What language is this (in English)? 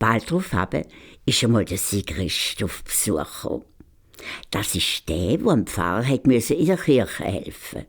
Swiss German